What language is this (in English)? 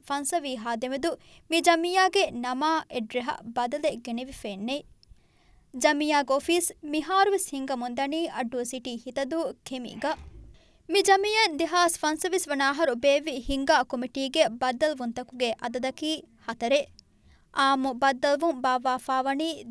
Divehi